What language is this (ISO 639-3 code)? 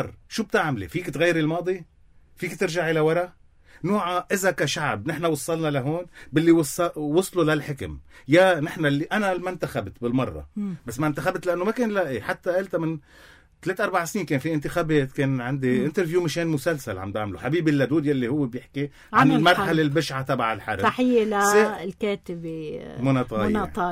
apc